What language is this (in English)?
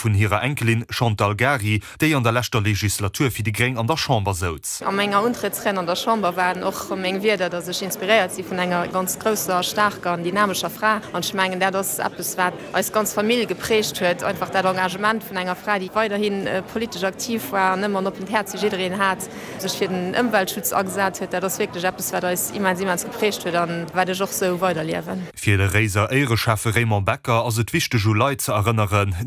Luxembourgish